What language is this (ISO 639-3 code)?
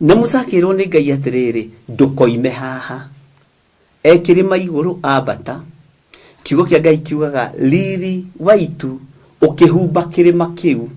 kik